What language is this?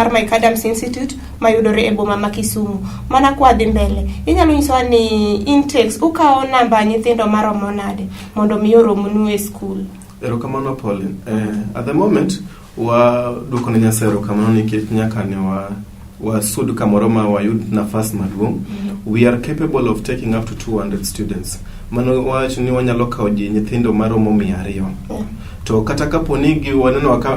Luo (Kenya and Tanzania)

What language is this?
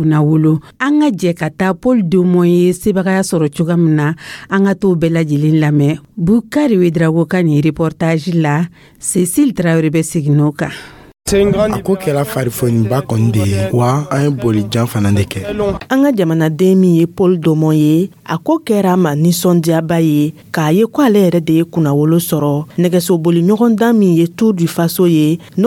Dyula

